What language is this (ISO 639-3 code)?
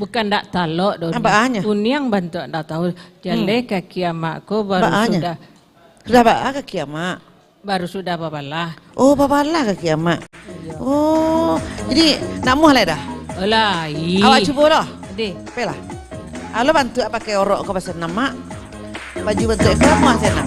min